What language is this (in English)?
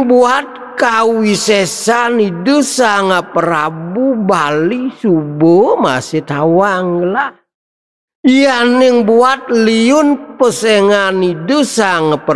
Balinese